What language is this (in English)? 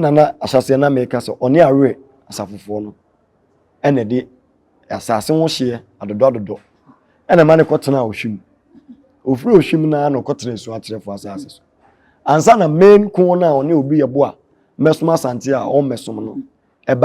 Akan